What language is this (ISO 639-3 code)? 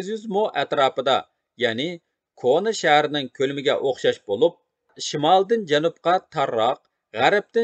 uig